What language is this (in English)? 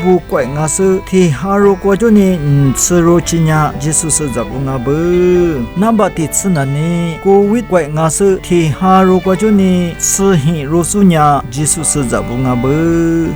Lisu